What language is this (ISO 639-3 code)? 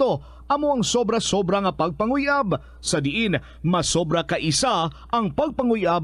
hil